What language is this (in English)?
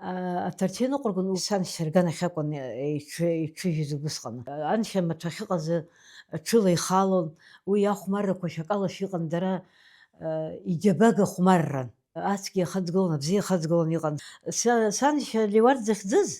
Abkhazian